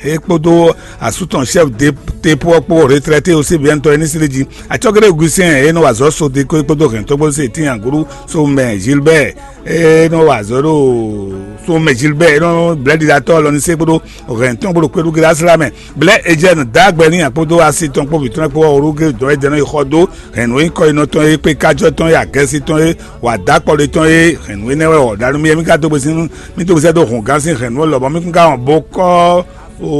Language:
Fon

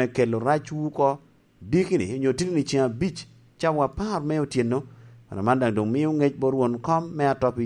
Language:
Lango (Uganda)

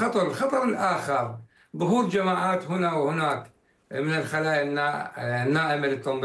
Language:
Arabic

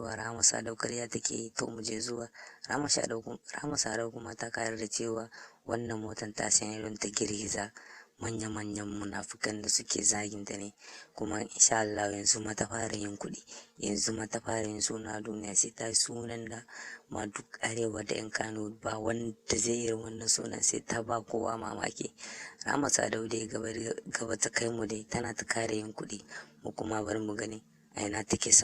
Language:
Hausa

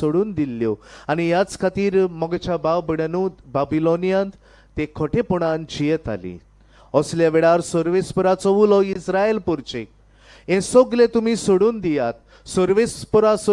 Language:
Konkani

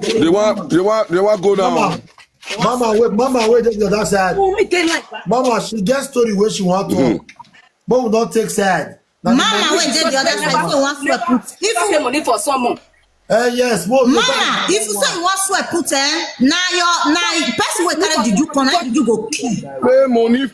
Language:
Nigerian Pidgin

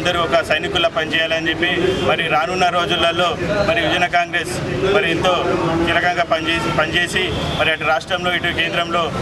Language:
Telugu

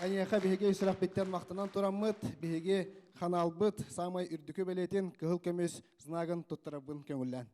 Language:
Yakut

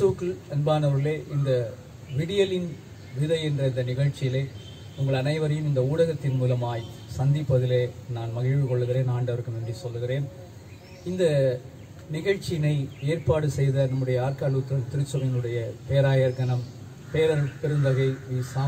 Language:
Tamil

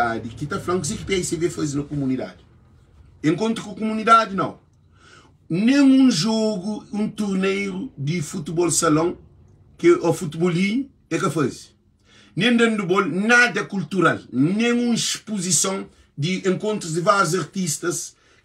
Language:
Kabuverdianu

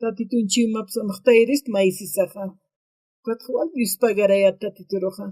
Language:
Aymara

